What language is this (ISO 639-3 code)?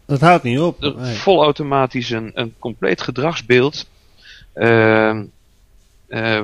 nld